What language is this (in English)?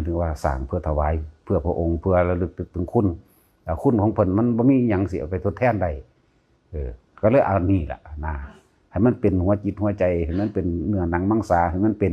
Northeastern Thai